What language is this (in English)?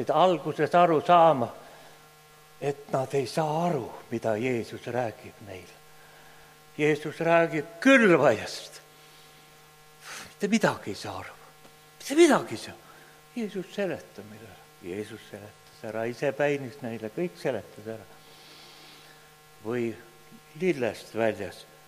Estonian